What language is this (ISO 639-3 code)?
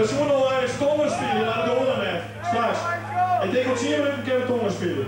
fry